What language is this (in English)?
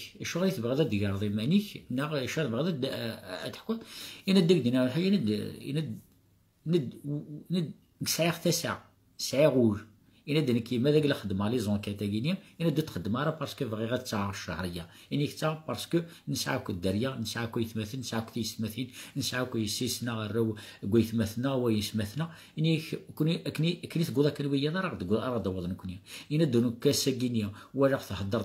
Kabyle